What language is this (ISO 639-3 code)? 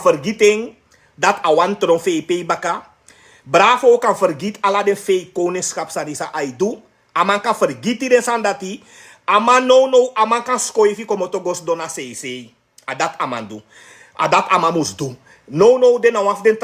srn